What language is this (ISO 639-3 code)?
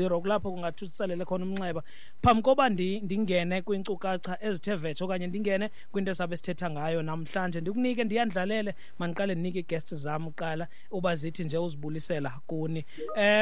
xho